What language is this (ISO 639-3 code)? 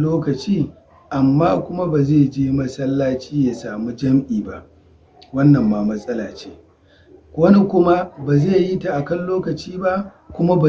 hau